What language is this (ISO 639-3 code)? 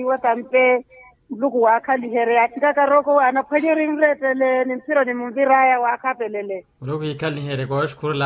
vmw